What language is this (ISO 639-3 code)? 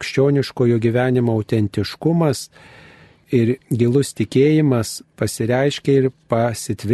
lit